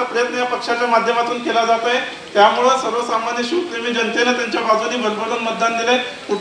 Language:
Marathi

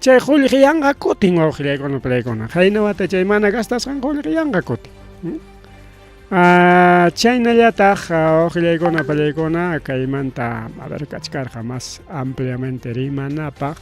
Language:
Ayacucho Quechua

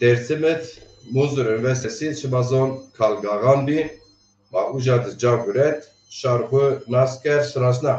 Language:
Zaza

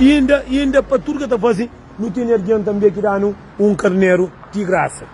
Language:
Kabuverdianu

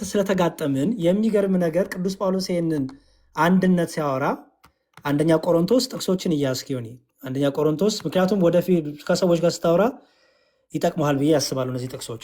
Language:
Amharic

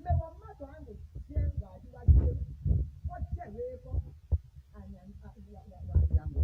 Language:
Tetela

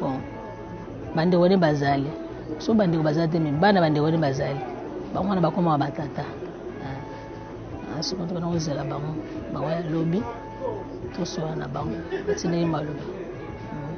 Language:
Lingala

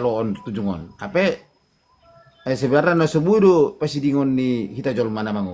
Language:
Batak Toba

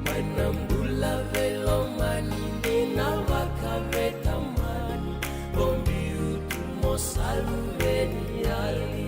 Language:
Fijian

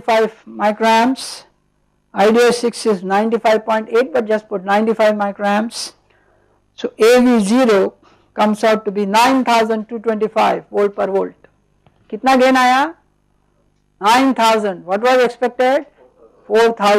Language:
English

